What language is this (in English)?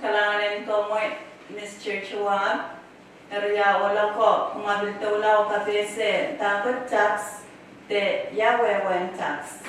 Pohnpeian